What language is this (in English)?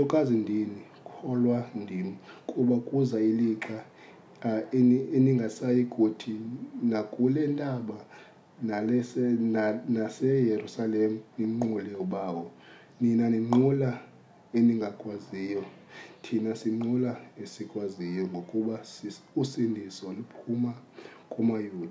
Xhosa